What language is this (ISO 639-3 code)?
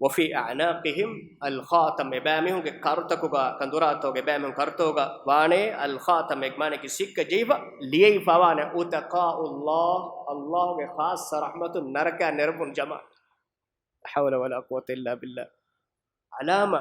div